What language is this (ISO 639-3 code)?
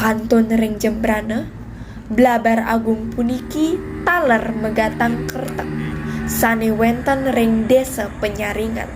ban